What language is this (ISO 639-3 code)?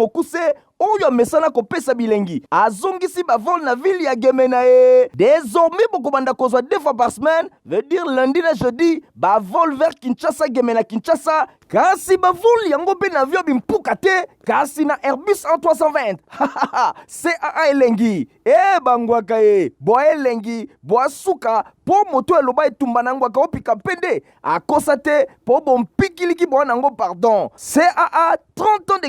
lin